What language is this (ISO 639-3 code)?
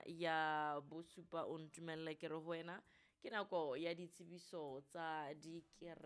sot